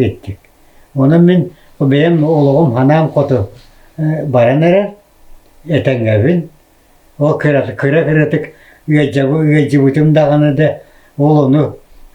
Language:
Yakut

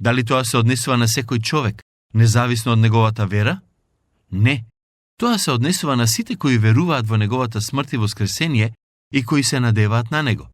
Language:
Macedonian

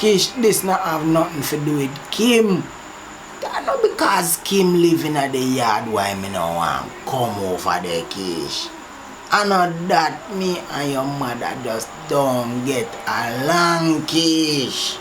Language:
Jamaican Creole English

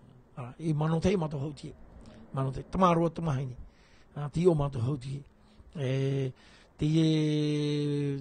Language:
Tahitian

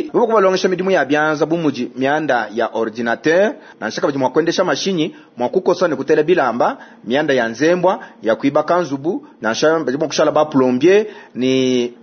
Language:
Luba-Lulua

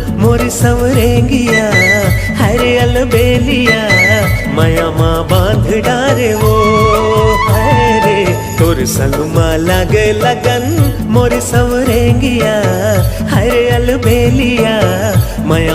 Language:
Chhattisgarhi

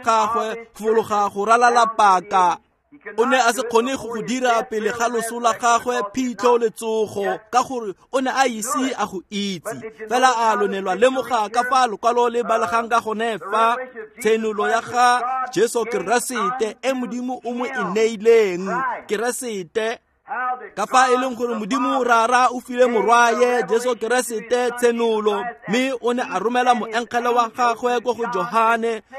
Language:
Tswana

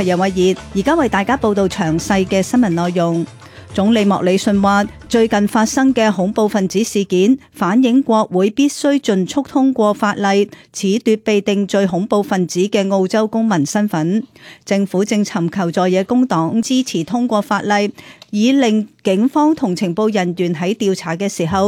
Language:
Cantonese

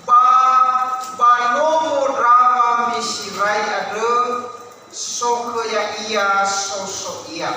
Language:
Nias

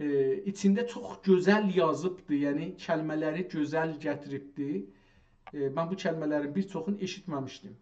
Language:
South Azerbaijani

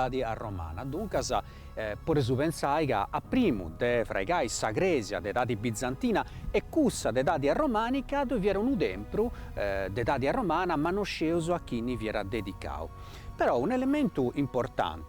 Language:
Sardinian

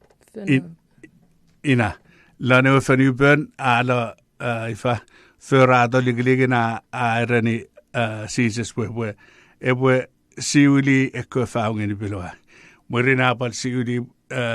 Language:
Chuukese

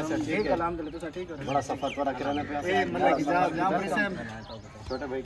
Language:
Saraiki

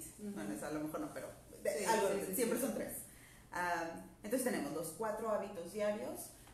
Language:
Spanish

